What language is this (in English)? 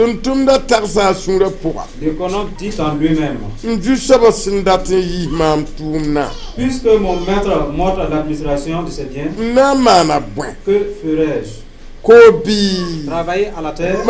Mossi